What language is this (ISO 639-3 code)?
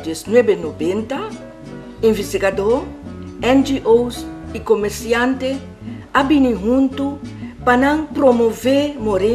pap